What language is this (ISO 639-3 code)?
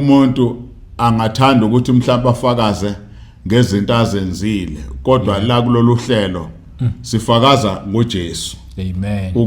zul